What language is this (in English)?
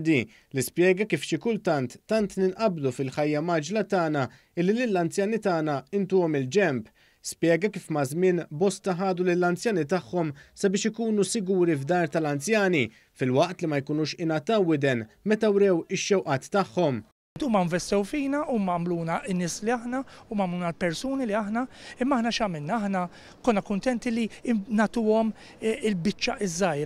Maltese